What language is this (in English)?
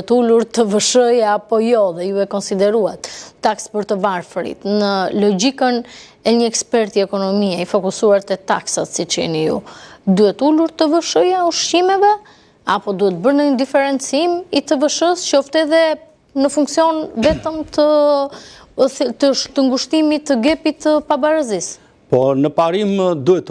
Albanian